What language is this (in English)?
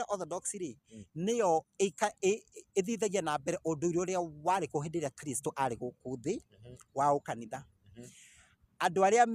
Kikuyu